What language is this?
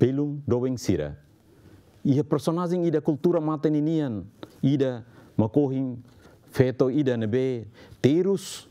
Tetum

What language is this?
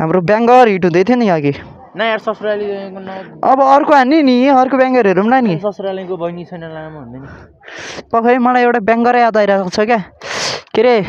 Nepali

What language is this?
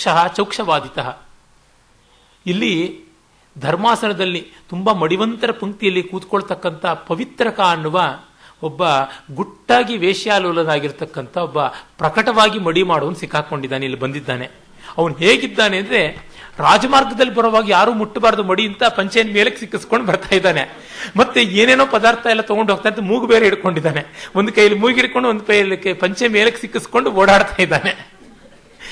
Kannada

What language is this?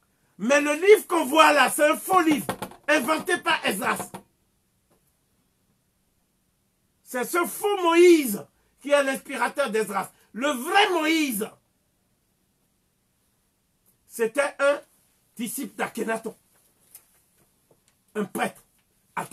French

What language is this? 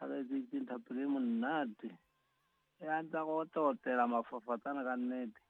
Southern Sotho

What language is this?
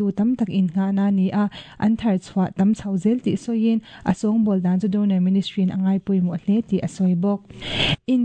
Mizo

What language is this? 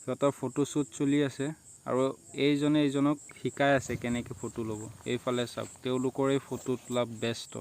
Assamese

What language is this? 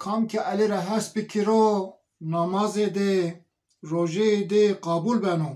Zaza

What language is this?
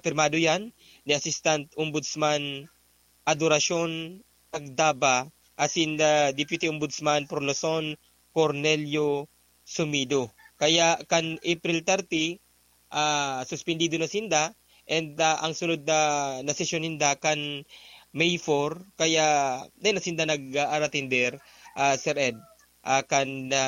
Bikol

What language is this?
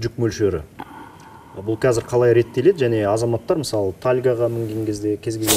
Kazakh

